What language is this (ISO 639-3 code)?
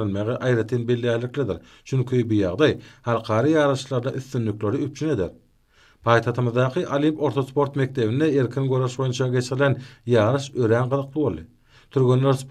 tuk